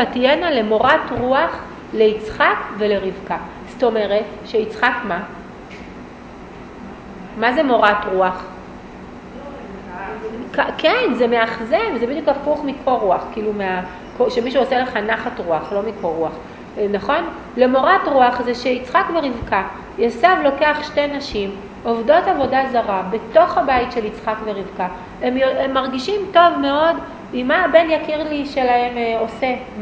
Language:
Hebrew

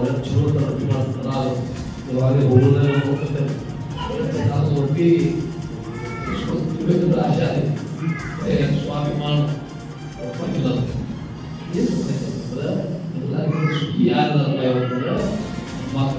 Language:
Kannada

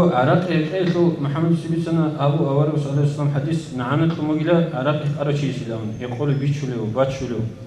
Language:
Avaric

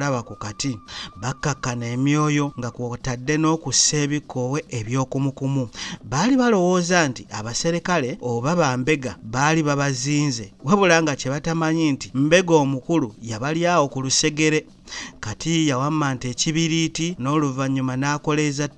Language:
Ganda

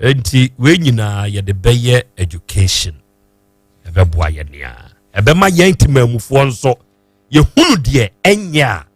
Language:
Akan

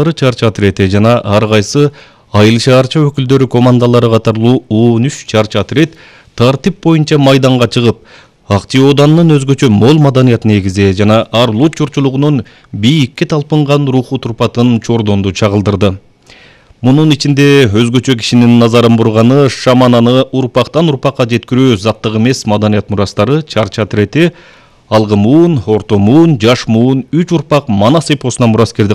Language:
Kyrgyz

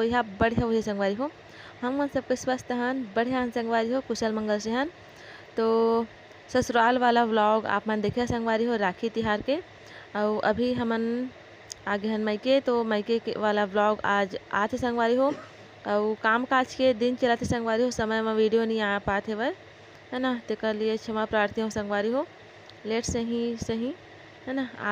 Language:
Chhattisgarhi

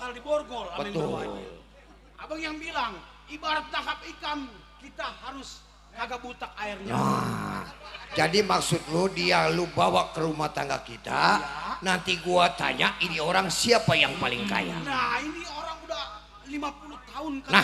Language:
Betawi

